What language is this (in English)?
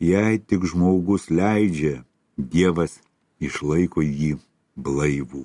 Lithuanian